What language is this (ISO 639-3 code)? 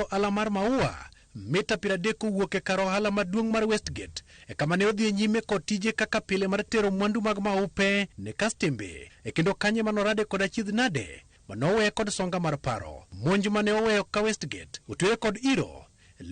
luo